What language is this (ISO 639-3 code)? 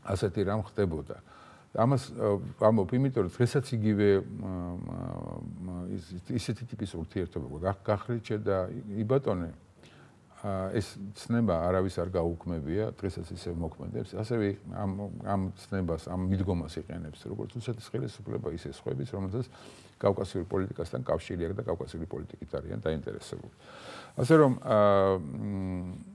kat